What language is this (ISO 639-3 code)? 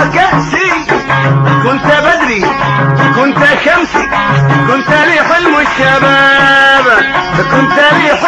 ara